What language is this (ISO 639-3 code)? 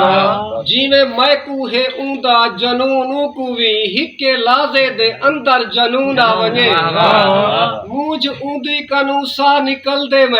skr